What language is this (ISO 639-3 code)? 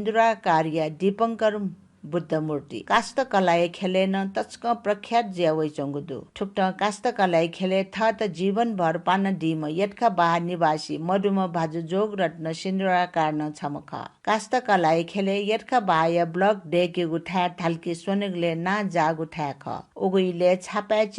new